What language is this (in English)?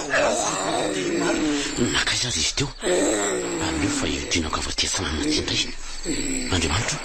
Malagasy